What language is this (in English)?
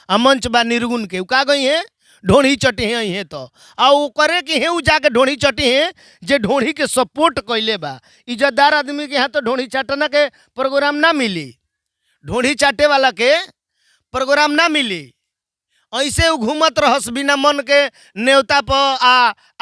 Bhojpuri